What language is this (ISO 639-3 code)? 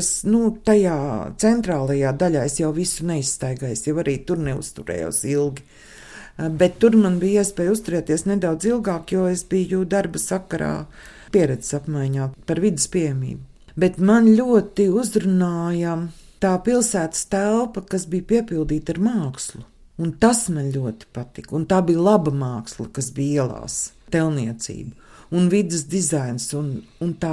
lav